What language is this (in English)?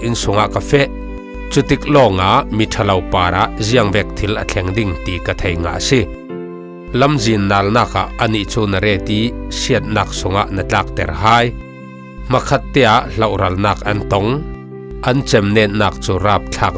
Falam Chin